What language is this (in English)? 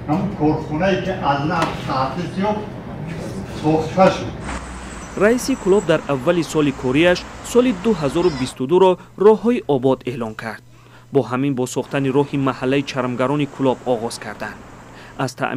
Tajik